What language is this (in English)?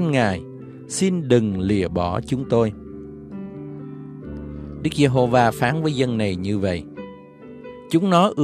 Vietnamese